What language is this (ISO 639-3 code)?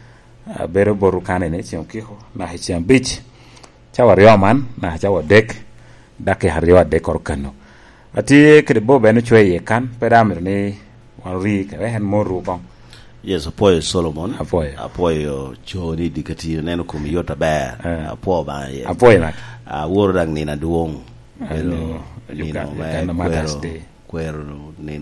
laj